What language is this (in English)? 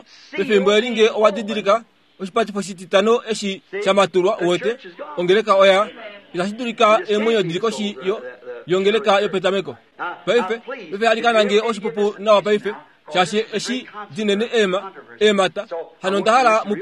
Kuanyama